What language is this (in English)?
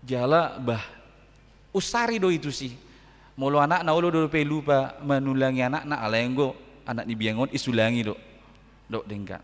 Batak Toba